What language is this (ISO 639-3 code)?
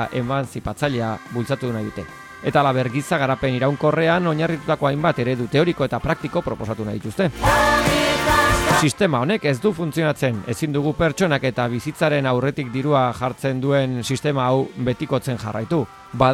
eus